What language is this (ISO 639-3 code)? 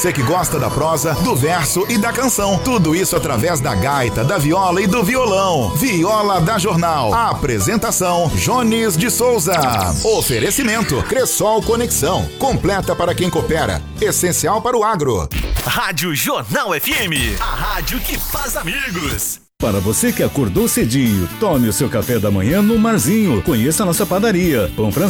por